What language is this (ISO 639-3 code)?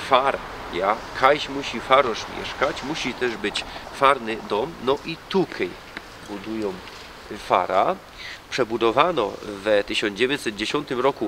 szl